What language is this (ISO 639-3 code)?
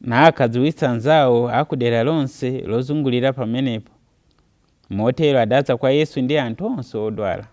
nya